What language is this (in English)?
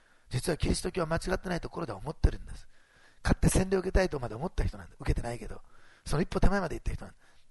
Japanese